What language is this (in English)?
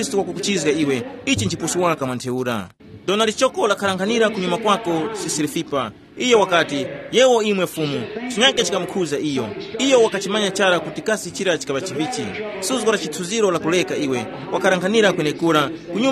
Tumbuka